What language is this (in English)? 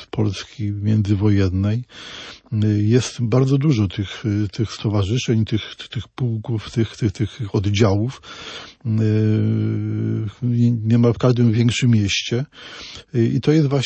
Polish